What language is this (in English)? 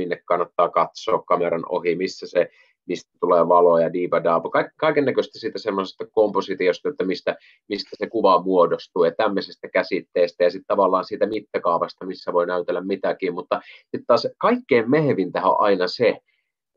Finnish